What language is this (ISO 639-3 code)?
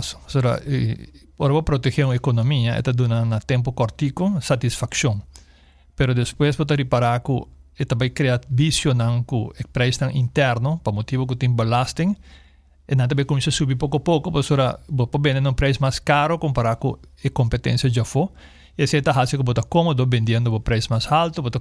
pap